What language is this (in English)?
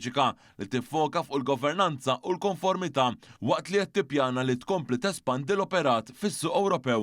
Maltese